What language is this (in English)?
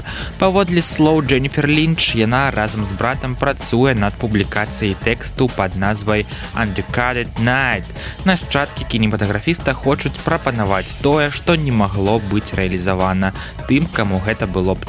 Belarusian